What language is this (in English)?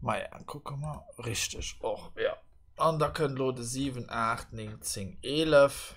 Luxembourgish